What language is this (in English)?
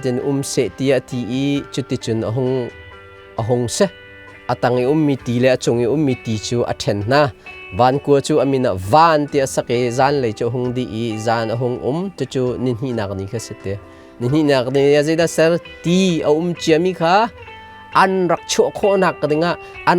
Hakha Chin